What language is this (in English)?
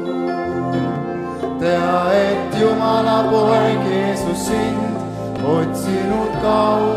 Estonian